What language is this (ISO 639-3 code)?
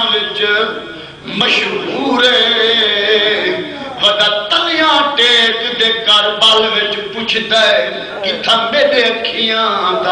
skr